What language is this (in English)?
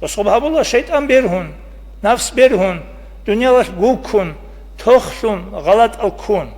Avaric